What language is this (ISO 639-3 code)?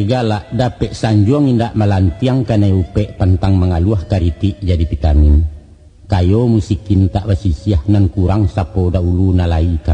min